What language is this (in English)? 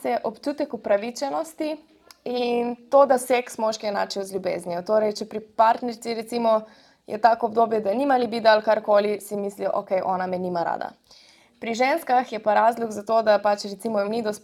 Slovenian